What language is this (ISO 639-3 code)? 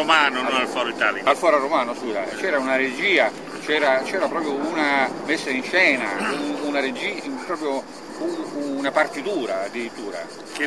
ita